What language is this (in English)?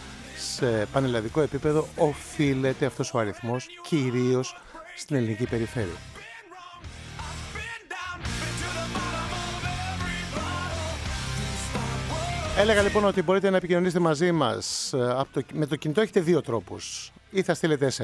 Greek